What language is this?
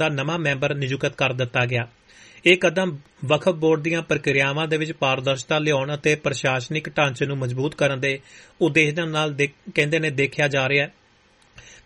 Punjabi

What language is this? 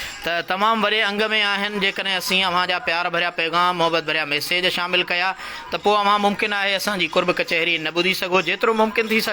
Sindhi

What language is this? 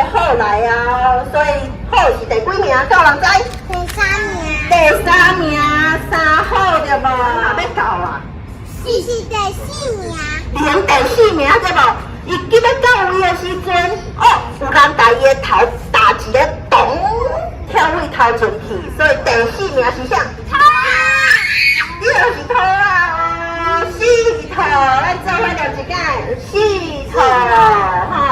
Min Nan Chinese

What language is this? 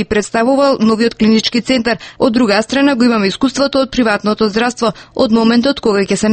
Macedonian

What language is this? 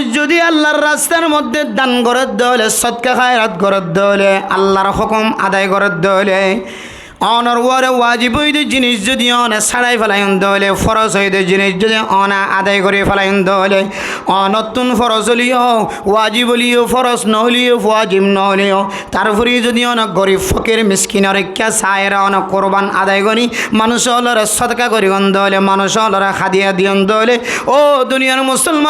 Rohingya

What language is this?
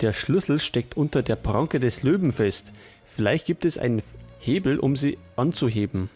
Bavarian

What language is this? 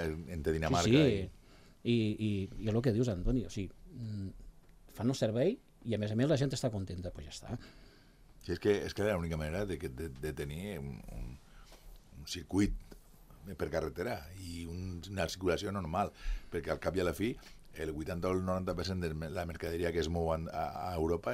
Catalan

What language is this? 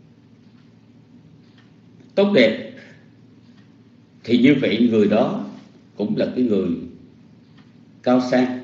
Vietnamese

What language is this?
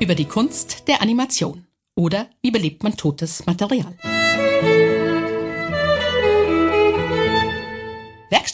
German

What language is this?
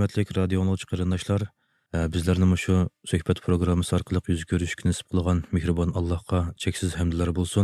Uyghur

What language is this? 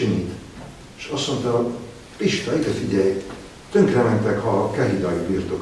Hungarian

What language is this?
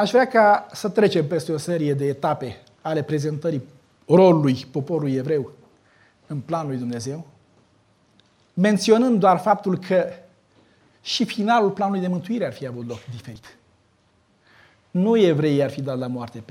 Romanian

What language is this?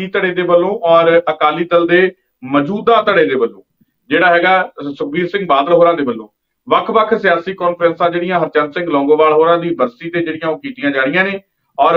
Punjabi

